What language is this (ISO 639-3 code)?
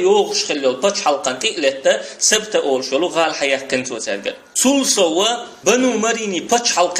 che